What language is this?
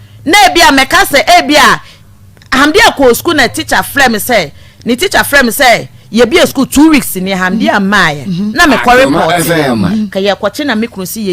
Akan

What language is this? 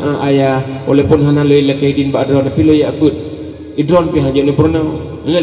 Achinese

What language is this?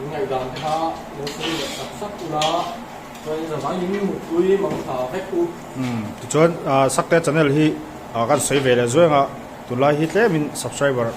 Mizo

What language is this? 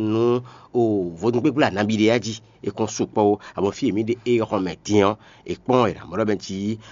Fon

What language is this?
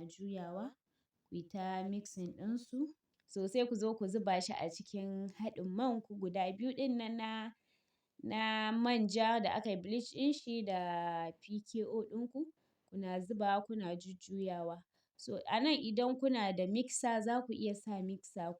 Hausa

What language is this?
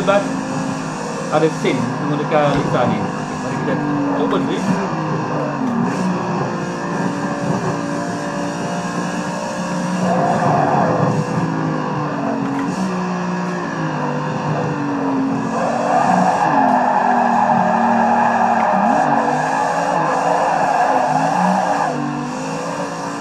Malay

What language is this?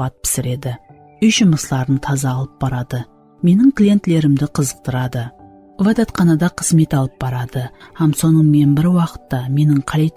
Kara-Kalpak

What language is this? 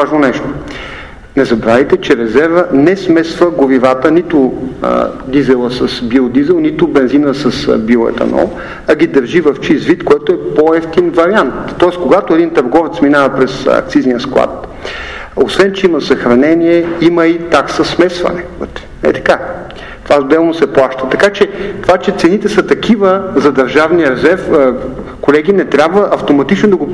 Bulgarian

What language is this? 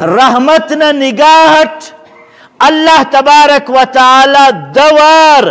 Brahui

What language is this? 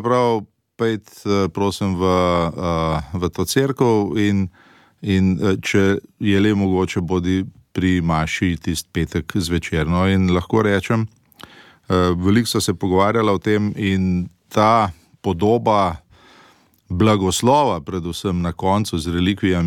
Slovenian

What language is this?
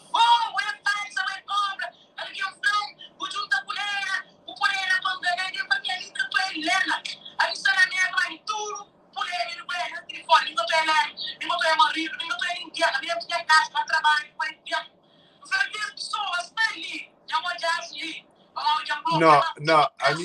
Kabuverdianu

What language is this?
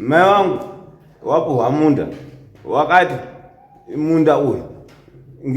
Shona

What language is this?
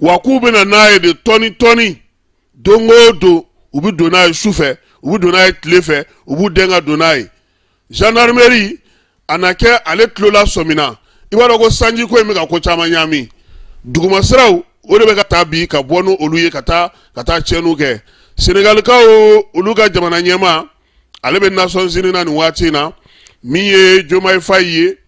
Bambara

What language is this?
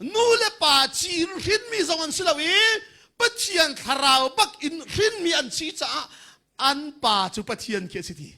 Hakha Chin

